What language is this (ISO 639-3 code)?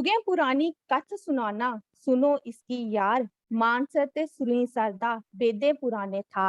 doi